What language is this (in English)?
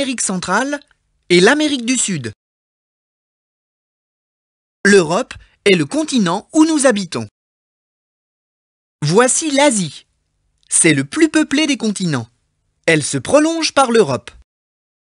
French